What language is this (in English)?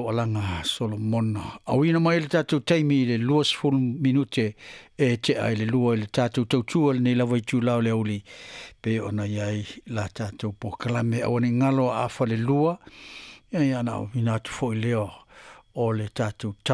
Samoan